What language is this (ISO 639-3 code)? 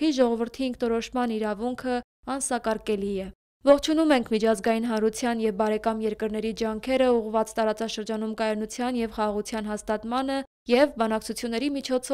hye